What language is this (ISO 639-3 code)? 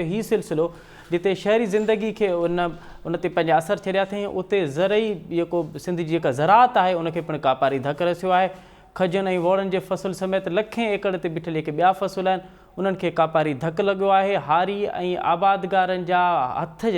snd